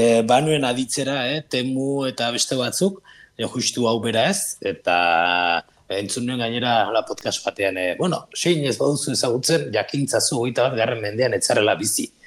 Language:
Basque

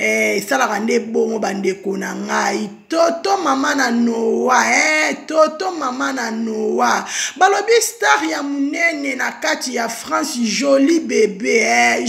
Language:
Lingala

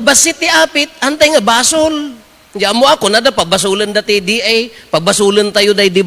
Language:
Iloko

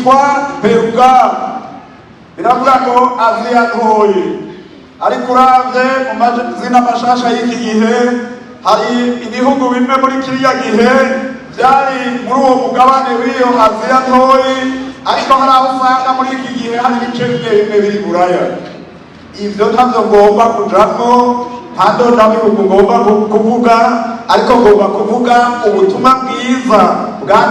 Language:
Rundi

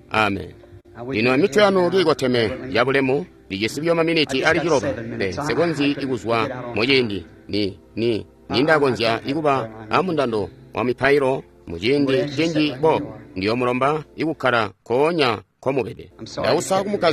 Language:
Tonga (Zambia)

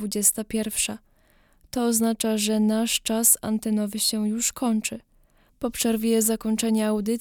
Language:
Polish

